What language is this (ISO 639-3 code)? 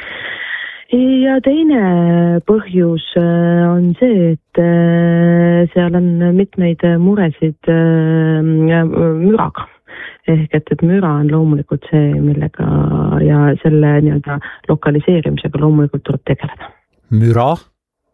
est